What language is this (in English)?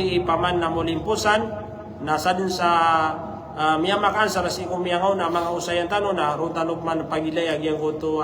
Maranao